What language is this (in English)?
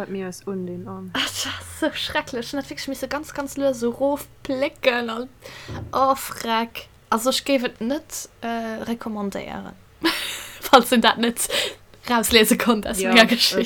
Luxembourgish